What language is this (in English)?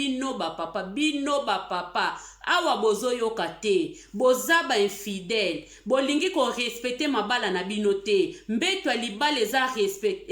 Lingala